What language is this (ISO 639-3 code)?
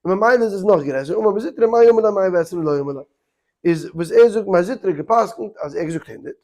yid